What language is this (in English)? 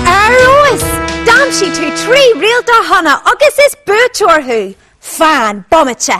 Irish